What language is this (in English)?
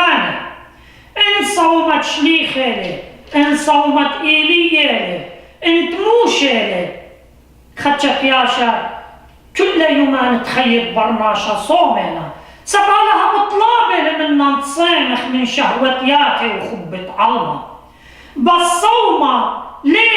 Assyrian Neo-Aramaic